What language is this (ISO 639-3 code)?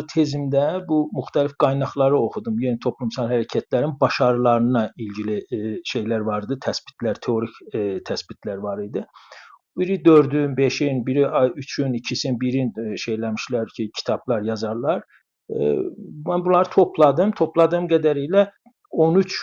azb